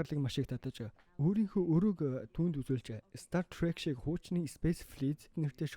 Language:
Mongolian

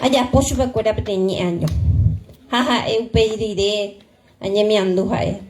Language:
Guarani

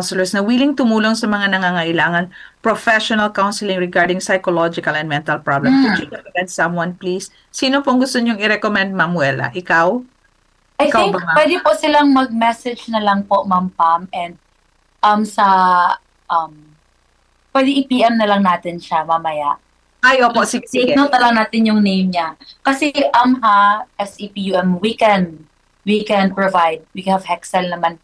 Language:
Filipino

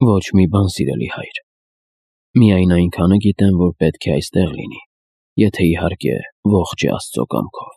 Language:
Armenian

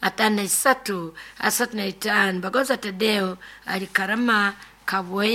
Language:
Nyoro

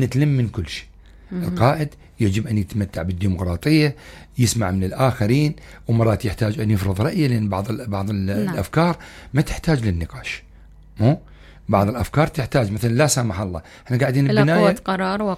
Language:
Mesopotamian Arabic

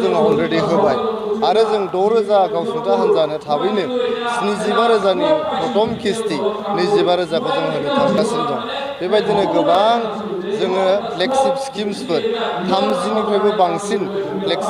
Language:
Bodo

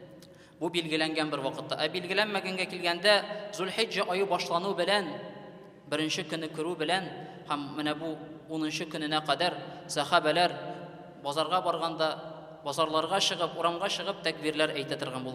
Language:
Tatar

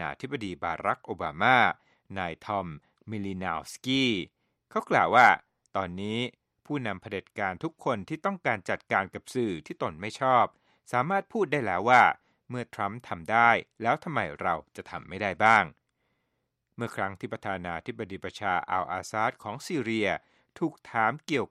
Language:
Thai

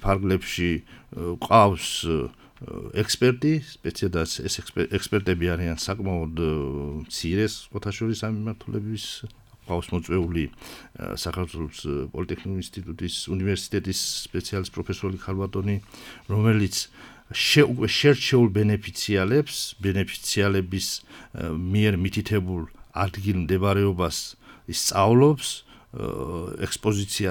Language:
Georgian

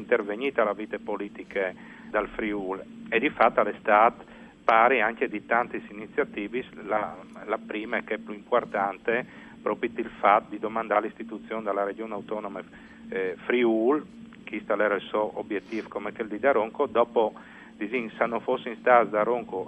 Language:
Friulian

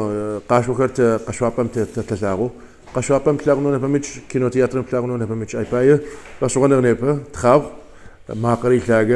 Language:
Kabardian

